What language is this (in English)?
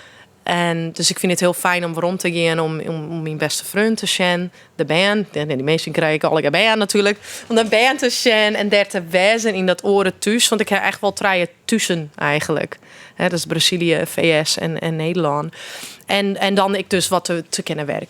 Western Frisian